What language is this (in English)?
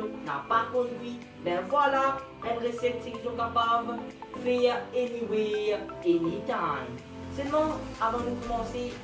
Morisyen